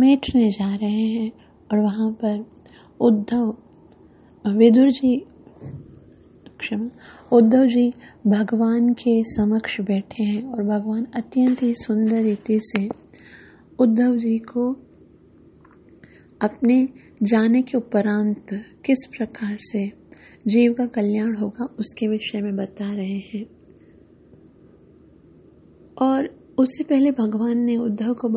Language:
Hindi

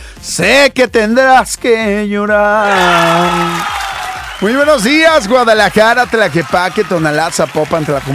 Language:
Spanish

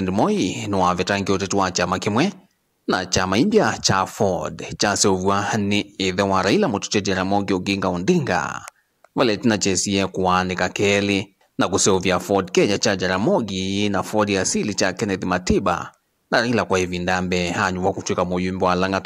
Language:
Kamba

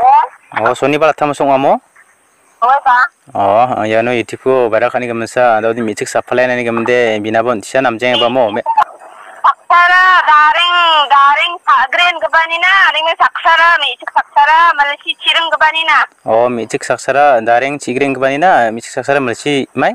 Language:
Garo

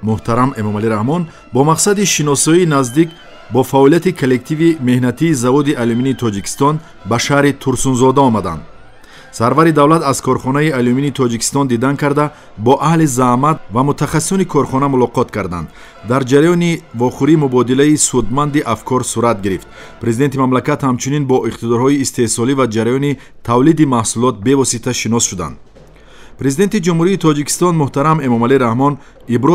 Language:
Tajik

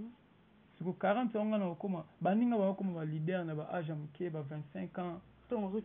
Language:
Lingala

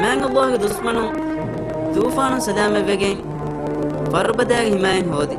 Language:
Divehi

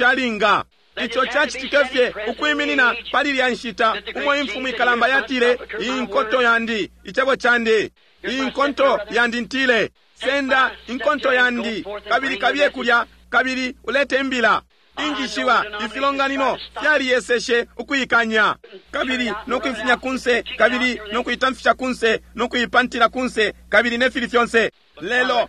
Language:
Bemba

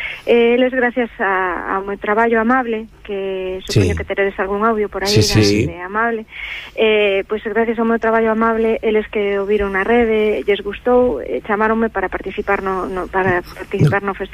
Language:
Galician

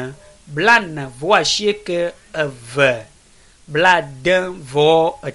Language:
Ewe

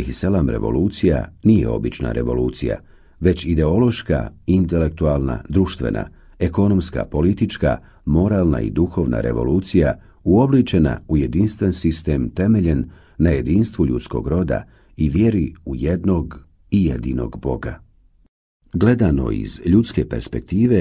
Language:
Bosnian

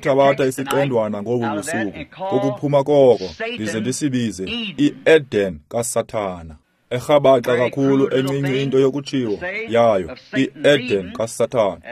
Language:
Xhosa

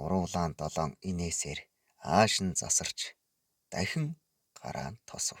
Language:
Mongolian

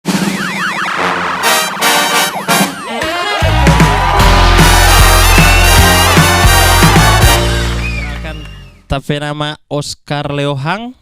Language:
Manado Malay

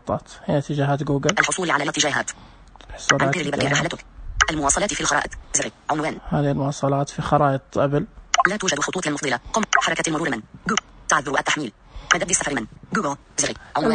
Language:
Najdi Arabic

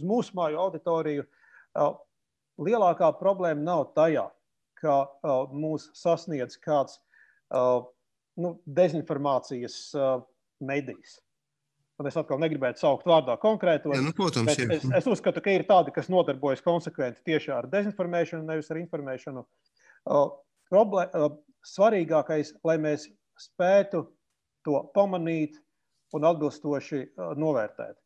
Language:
Latvian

